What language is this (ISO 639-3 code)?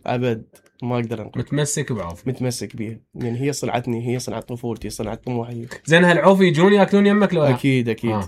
acm